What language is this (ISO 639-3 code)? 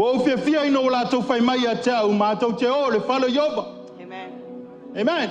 smo